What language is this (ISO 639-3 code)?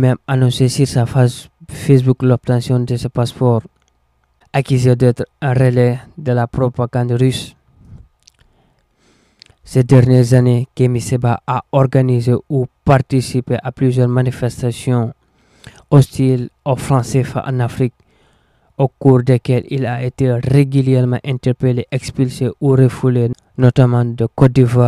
fra